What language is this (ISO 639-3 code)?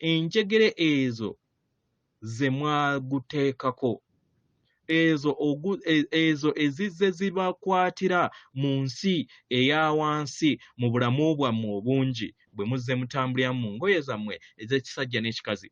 lug